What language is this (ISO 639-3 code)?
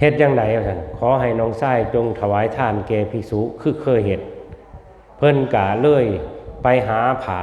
tts